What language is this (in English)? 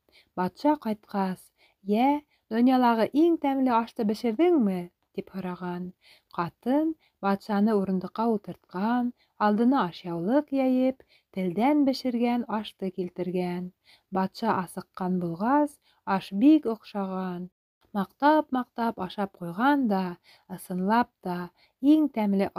Bashkir